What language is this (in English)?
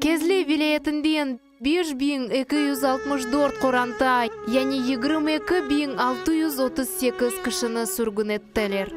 Crimean Tatar